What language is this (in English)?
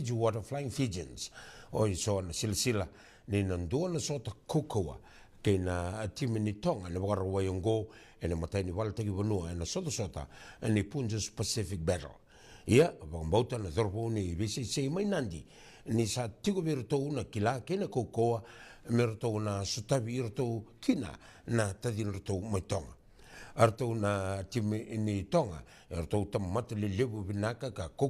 Fijian